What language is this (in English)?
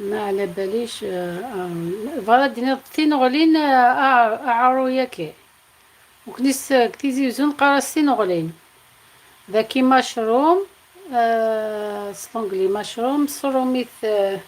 Algerian Arabic